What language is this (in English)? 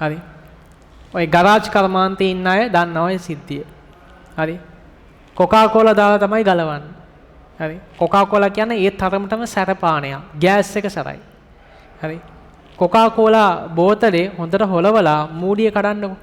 Sinhala